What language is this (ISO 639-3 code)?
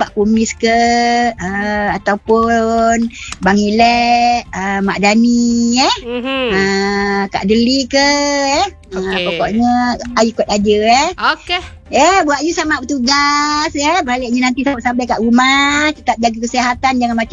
msa